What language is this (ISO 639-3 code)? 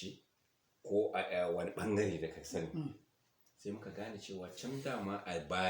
hau